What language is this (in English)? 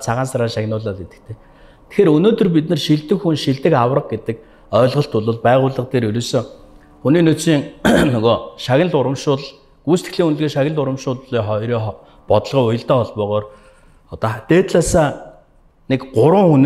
Mongolian